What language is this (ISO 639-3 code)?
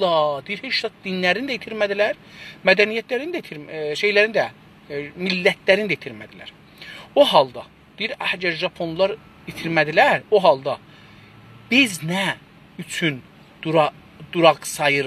azb